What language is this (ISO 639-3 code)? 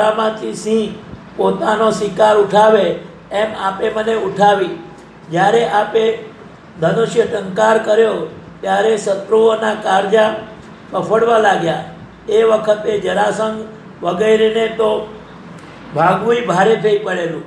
guj